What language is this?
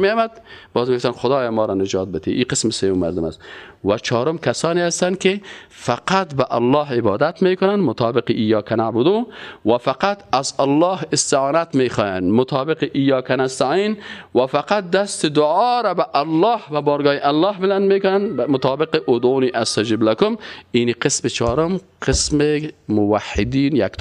Persian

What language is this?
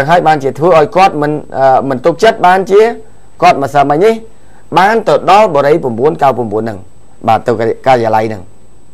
Khmer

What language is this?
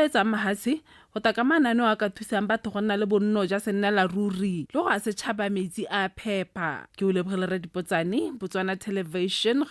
Tswana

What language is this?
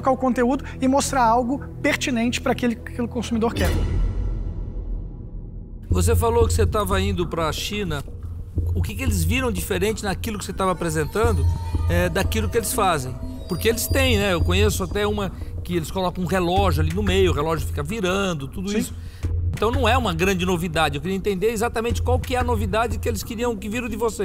Portuguese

